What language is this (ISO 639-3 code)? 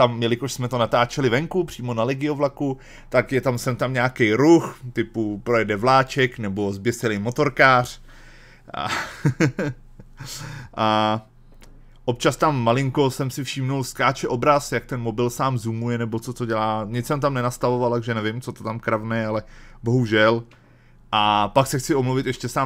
ces